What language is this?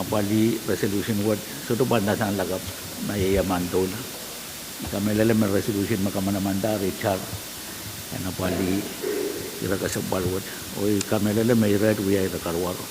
Pohnpeian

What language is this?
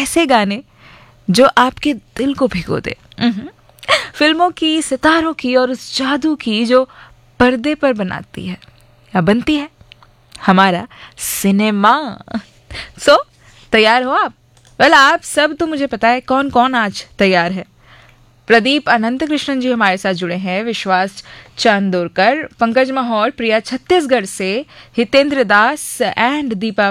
Hindi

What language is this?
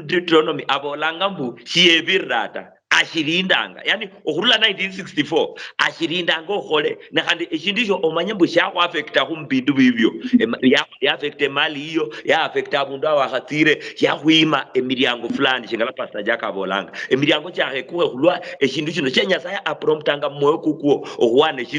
Luyia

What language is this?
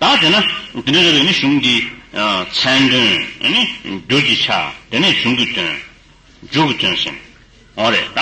Tibetan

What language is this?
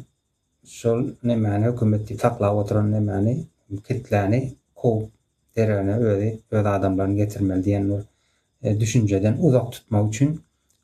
Turkmen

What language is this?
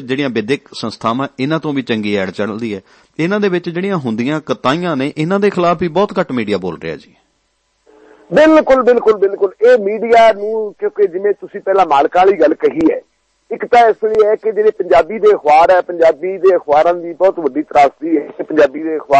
Punjabi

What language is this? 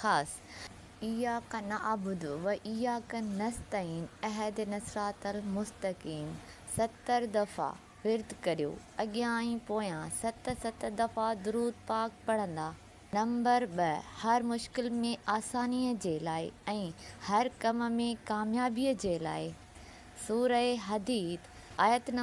Sindhi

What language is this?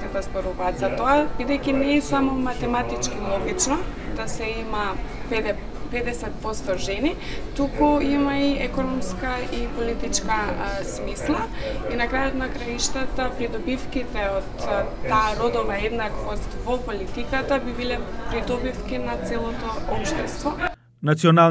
Macedonian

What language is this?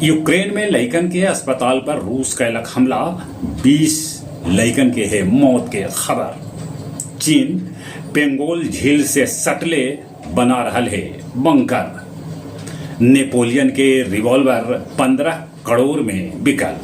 Magahi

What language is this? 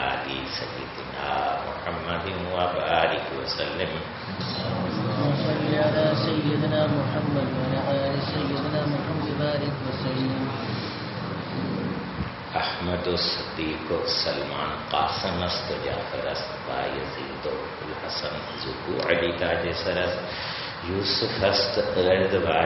Urdu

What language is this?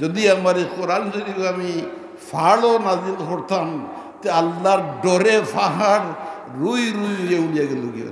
Sylheti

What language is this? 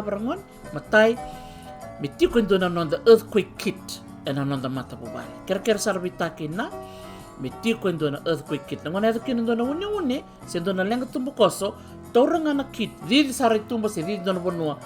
Fijian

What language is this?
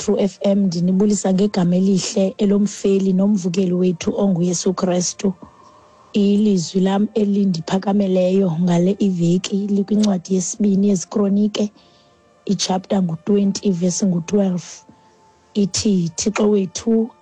Xhosa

